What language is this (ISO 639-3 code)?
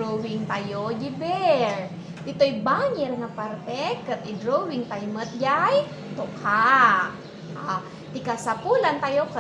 ilo